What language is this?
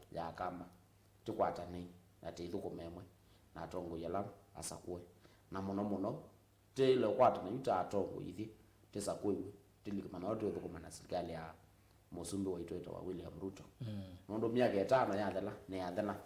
Kamba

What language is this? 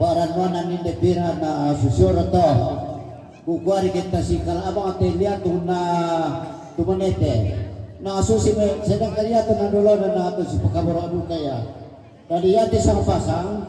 Toraja-Sa'dan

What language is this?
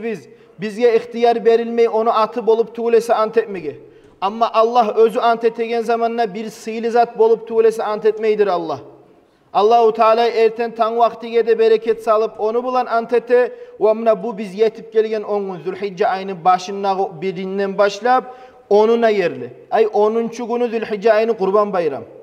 Kumyk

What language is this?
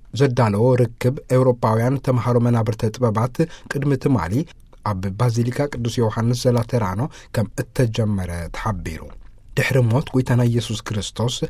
Tigrinya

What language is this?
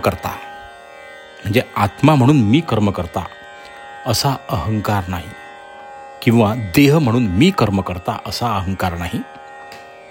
Marathi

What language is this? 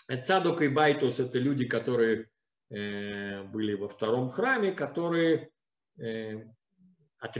Russian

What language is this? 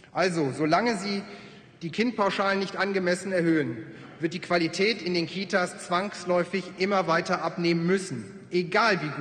German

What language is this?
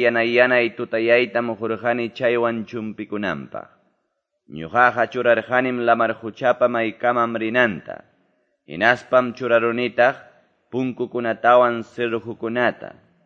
Quechua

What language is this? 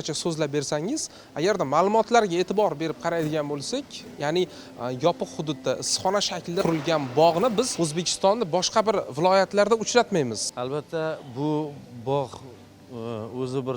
Uzbek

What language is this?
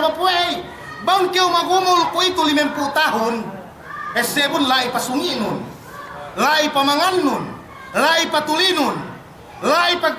Yakan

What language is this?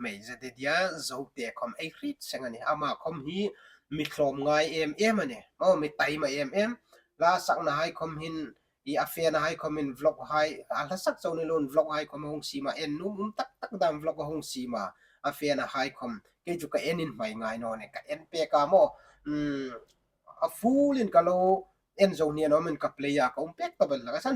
Hmar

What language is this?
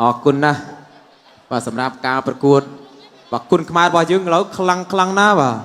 Khmer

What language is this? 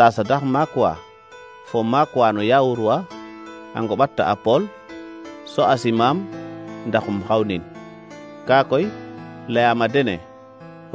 Serer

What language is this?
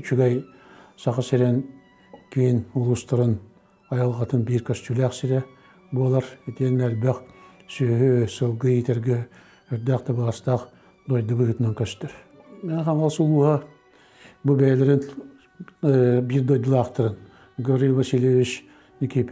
Yakut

